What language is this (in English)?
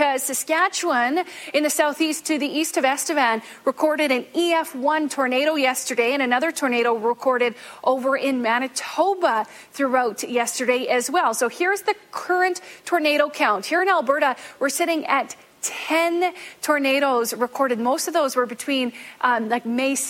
English